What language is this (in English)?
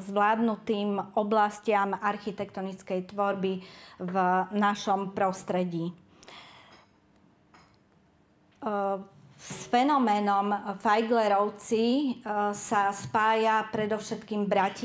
Slovak